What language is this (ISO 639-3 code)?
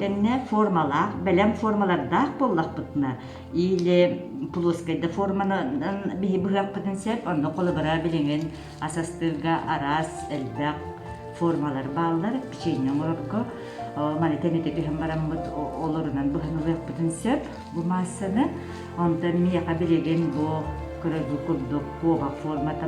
sah